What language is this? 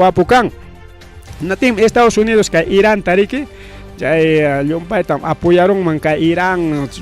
Ayacucho Quechua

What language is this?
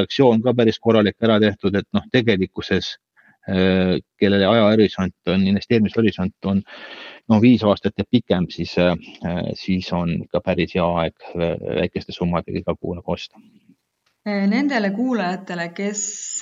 Estonian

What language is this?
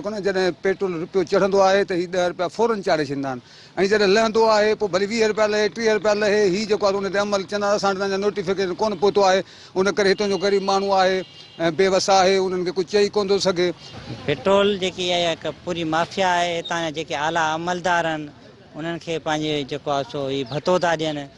Sindhi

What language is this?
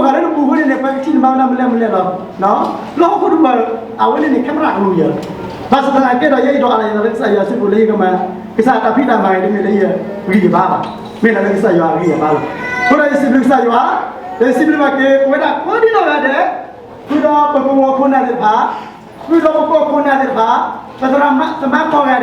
S'gaw Karen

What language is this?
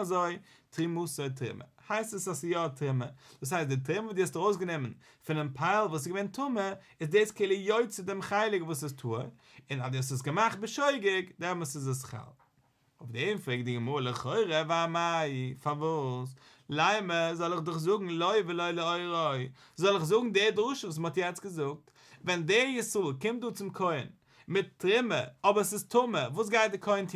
Yiddish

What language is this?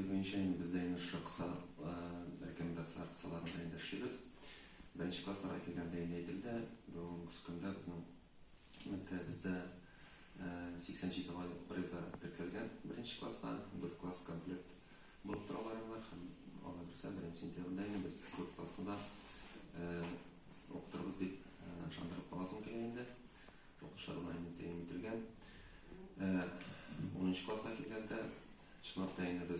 Tatar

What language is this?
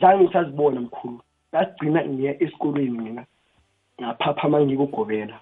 South Ndebele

